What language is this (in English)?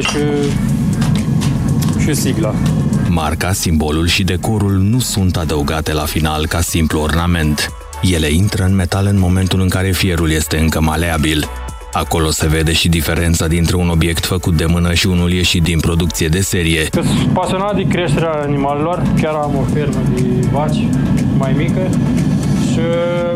Romanian